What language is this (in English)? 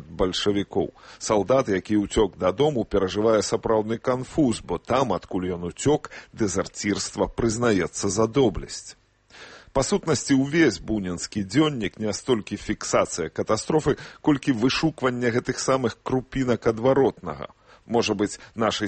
Belarusian